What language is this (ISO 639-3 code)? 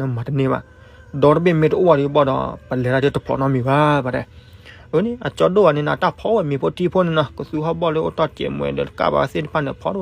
ksw